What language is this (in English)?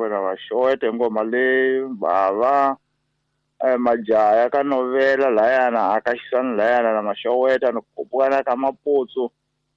Tsonga